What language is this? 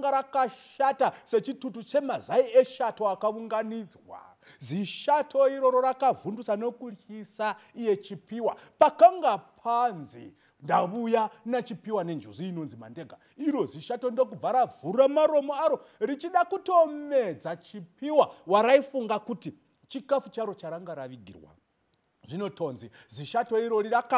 Shona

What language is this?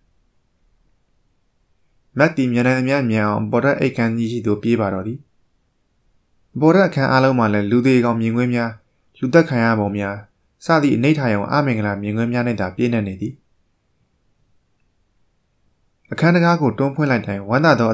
Burmese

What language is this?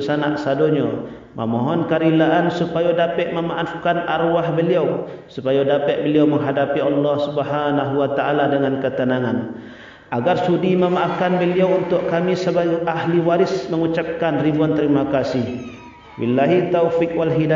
Minangkabau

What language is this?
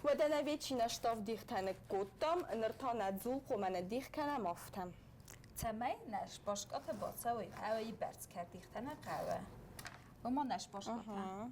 Ossetic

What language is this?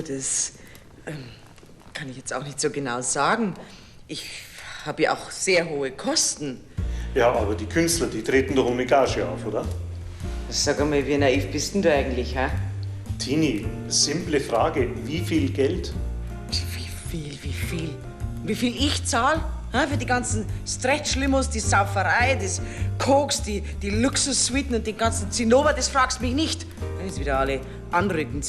Bavarian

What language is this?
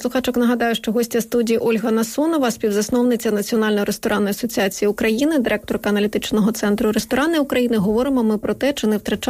Ukrainian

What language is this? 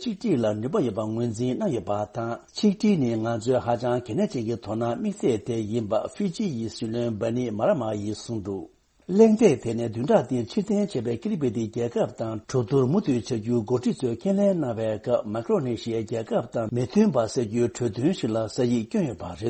Tibetan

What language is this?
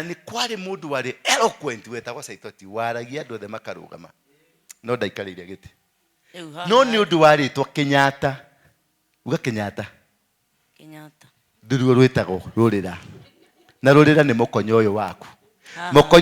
Kikuyu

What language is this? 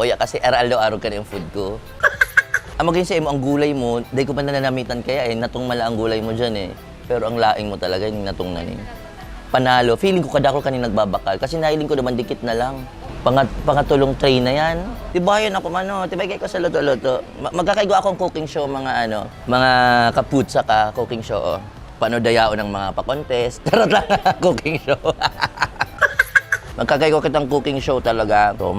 Bikol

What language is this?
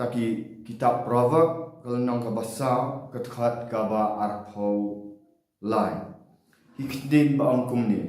Khasi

